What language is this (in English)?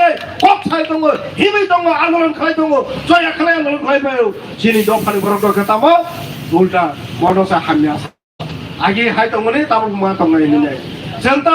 Kok Borok